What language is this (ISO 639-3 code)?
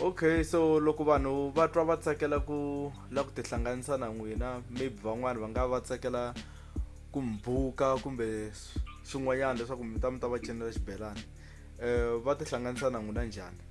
tso